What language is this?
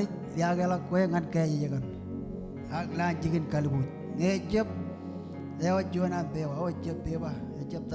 Marshallese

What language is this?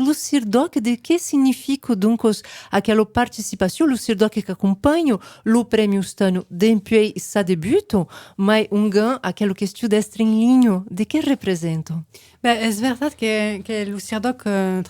Occitan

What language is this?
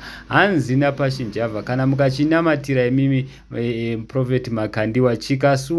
Shona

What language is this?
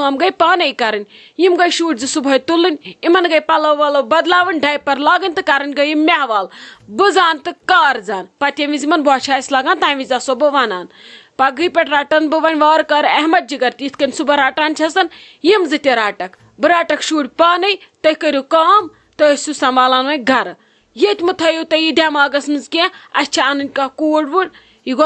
Kashmiri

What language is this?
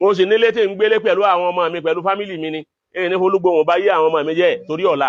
Yoruba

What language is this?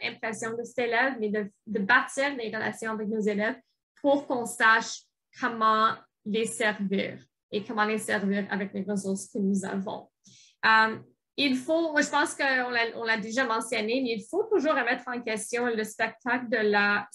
French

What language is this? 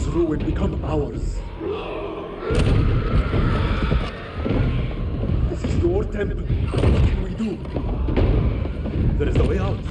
Norwegian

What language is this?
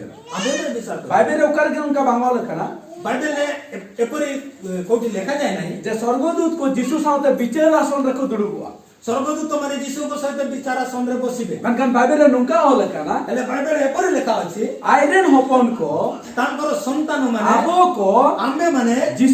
Santali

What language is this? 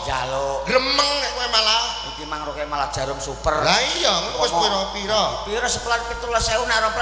Javanese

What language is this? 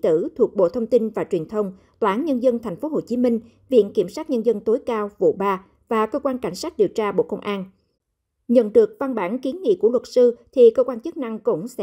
Vietnamese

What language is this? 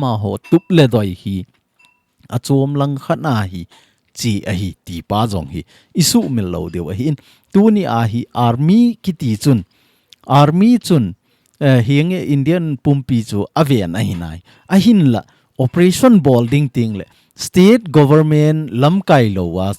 Thado Chin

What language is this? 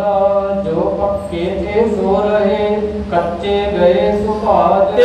Punjabi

